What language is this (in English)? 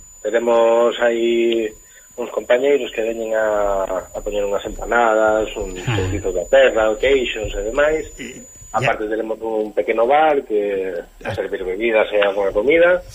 Galician